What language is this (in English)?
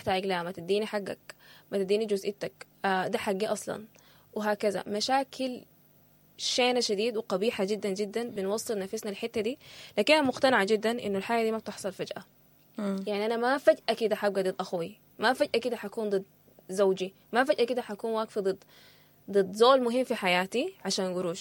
Sudanese Arabic